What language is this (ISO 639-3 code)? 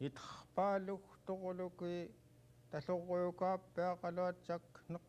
esu